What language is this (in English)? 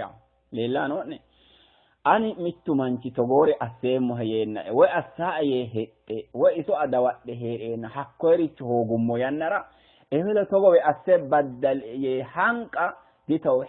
Sidamo